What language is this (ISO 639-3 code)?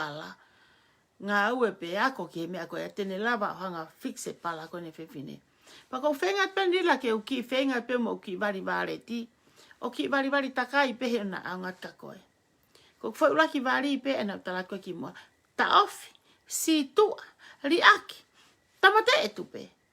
ton